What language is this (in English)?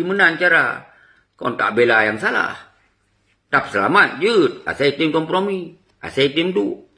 Achinese